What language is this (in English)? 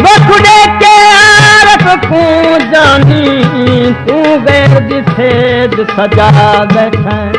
Saraiki